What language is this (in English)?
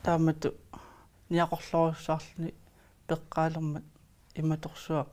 Kalaallisut